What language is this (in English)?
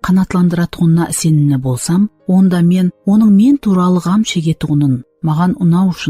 Kara-Kalpak